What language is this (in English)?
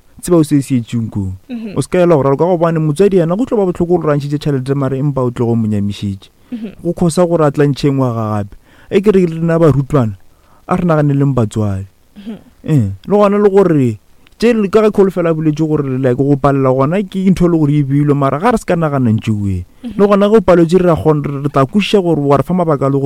Northern Sotho